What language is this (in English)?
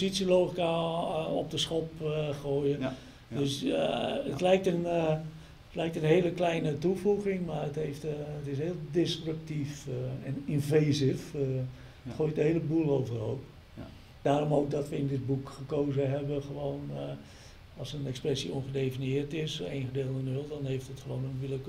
Dutch